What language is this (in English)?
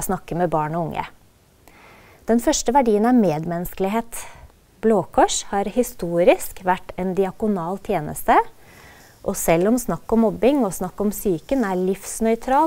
Norwegian